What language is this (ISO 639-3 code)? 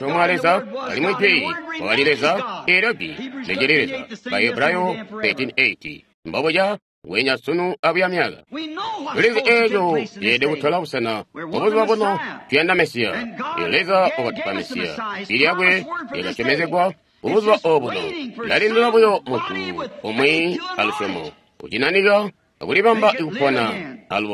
toi